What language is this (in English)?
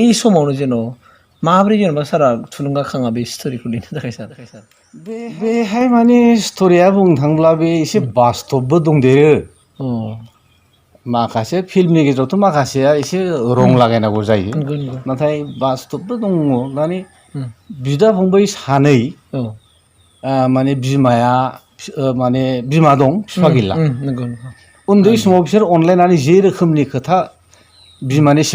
Bodo